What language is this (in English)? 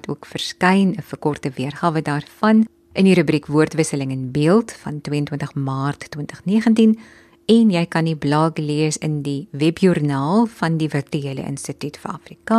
Afrikaans